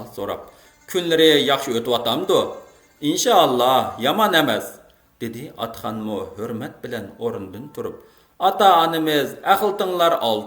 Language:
Uyghur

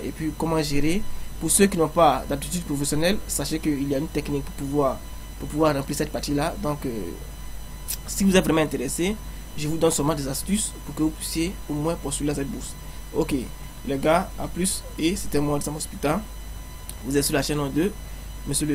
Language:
French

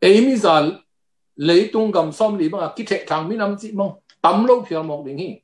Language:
Tedim Chin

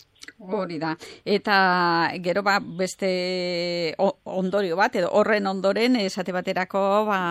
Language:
Basque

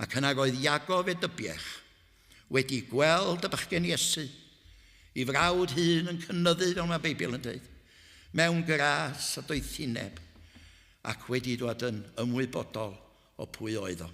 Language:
Welsh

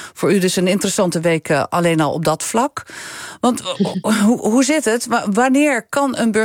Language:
Dutch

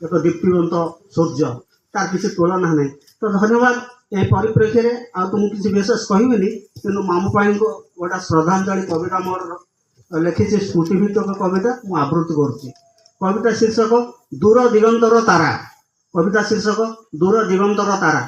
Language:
Odia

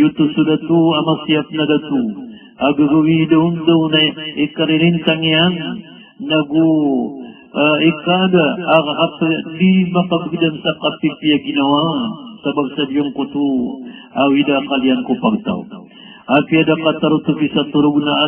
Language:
Maranao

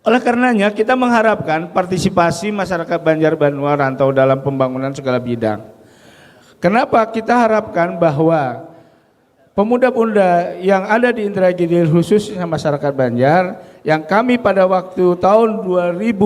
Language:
Banjar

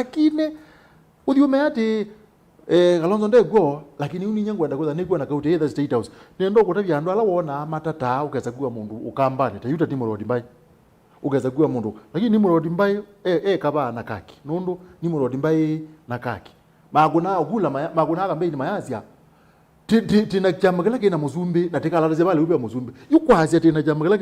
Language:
Kamba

